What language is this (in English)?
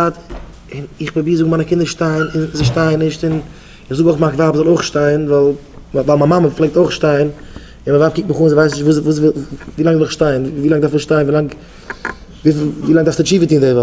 Yiddish